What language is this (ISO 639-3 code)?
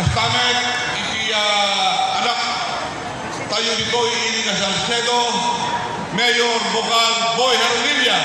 ilo